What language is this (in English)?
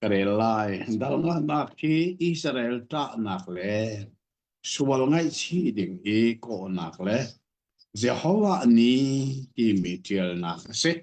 Hakha Chin